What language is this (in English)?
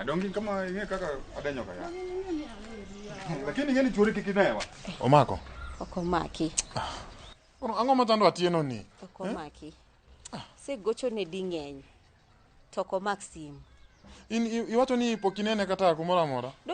Luo (Kenya and Tanzania)